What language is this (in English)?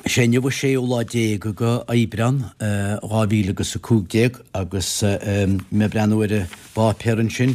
Irish